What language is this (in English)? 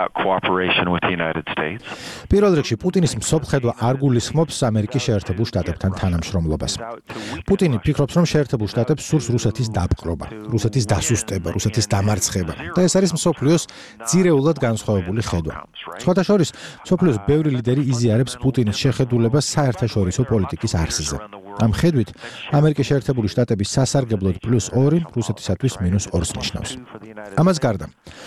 Georgian